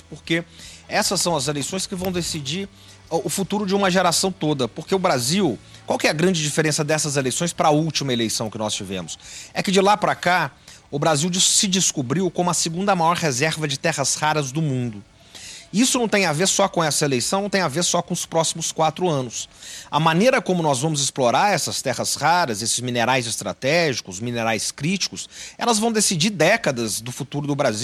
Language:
Portuguese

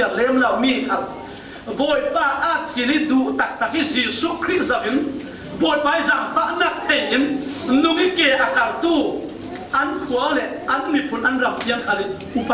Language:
Falam Chin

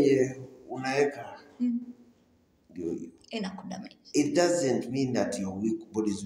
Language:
Swahili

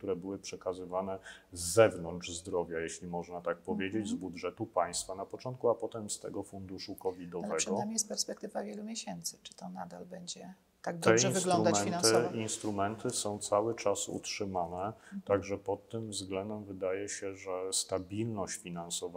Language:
Polish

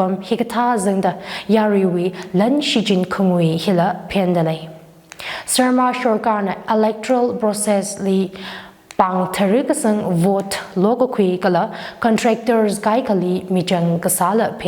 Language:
Tangkhul Naga (India)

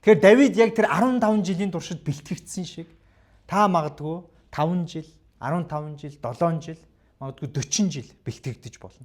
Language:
Mongolian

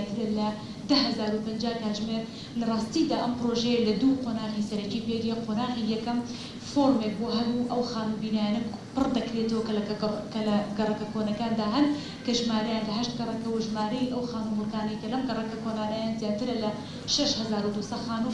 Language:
Central Kurdish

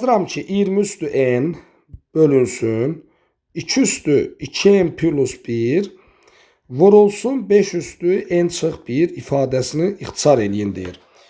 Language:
Azerbaijani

